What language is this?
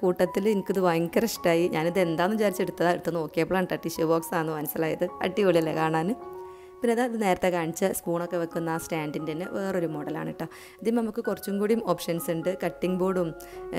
Malayalam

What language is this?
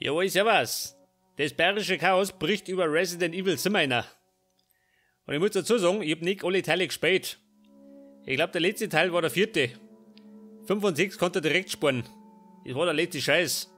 Bavarian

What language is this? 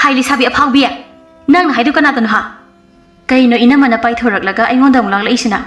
Manipuri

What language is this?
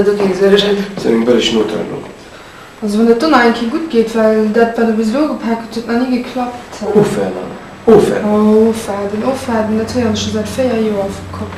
Luxembourgish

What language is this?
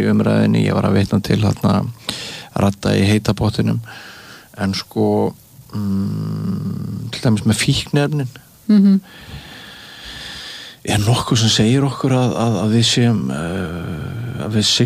Icelandic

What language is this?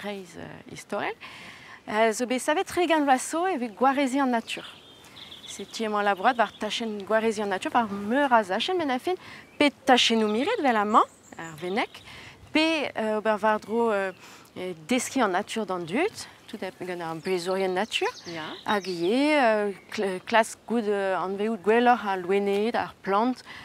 Breton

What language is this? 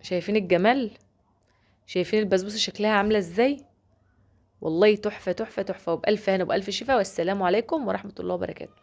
Egyptian Arabic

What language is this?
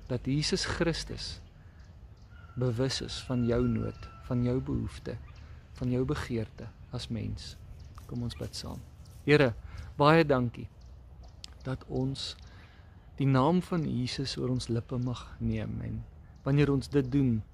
Afrikaans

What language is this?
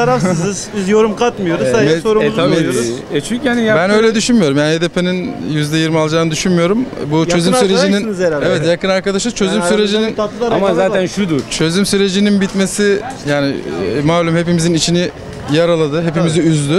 Turkish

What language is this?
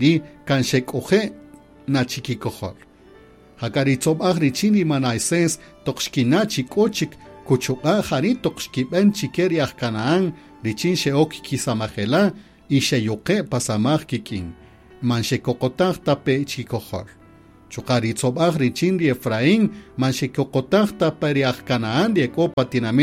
Kaqchikel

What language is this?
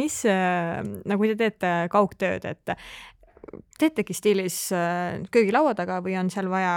Estonian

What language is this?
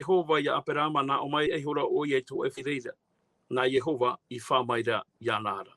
Tahitian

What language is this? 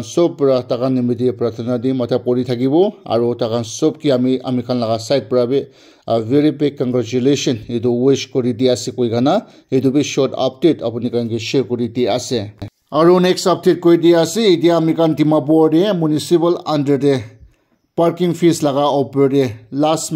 Naga Pidgin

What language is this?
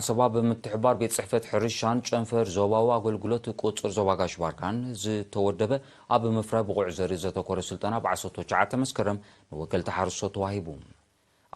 Tigrinya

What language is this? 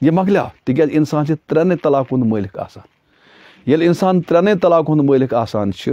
Kashmiri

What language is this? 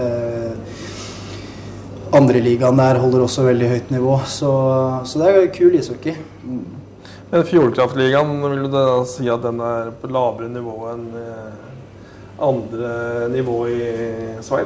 Norwegian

